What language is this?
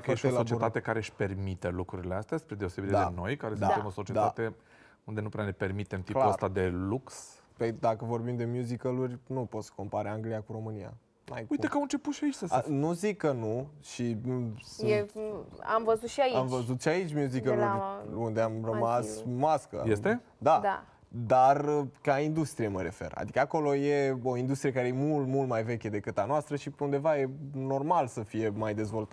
Romanian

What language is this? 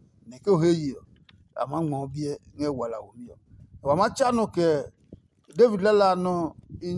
Adangme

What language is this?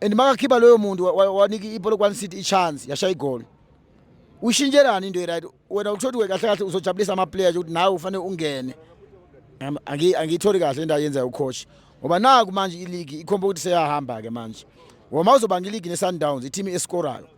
Zulu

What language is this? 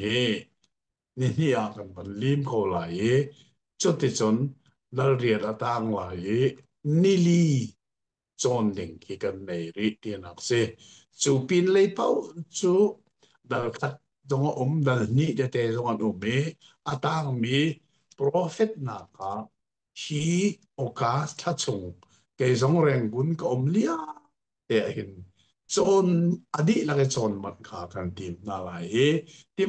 Hakha Chin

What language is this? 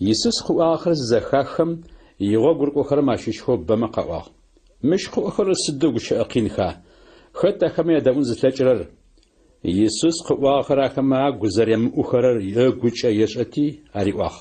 Adyghe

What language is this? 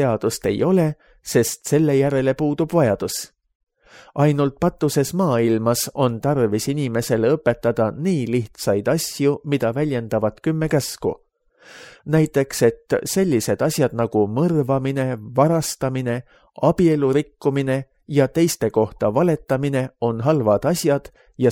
Estonian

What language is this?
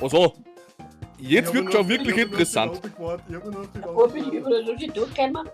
Bavarian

